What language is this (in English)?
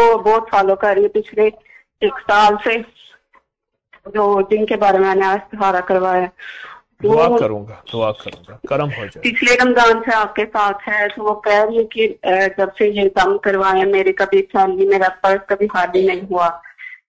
Urdu